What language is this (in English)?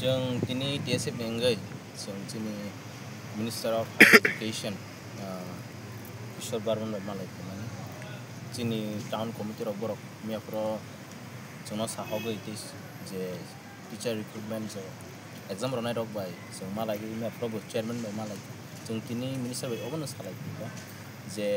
Kok Borok